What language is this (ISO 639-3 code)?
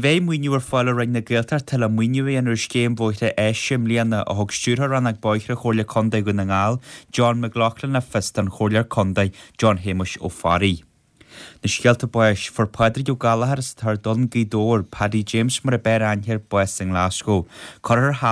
gle